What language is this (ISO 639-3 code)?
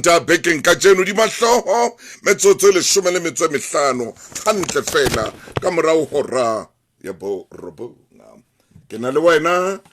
sot